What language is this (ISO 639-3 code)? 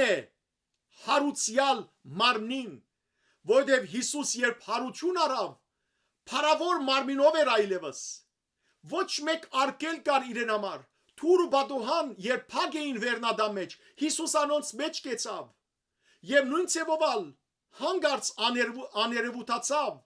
hyw